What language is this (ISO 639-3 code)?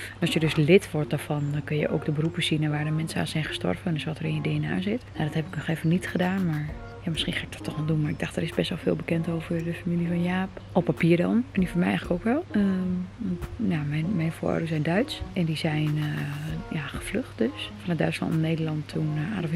nld